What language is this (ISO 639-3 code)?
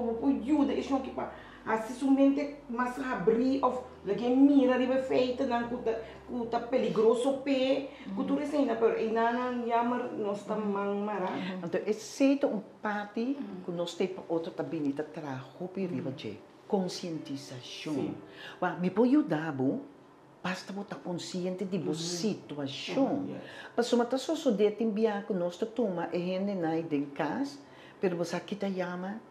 pap